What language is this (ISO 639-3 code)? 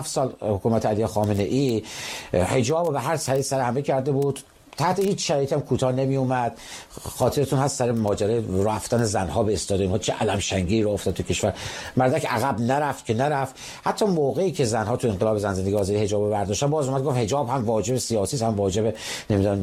fas